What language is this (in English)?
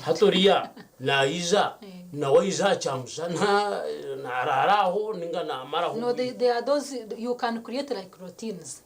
Nyankole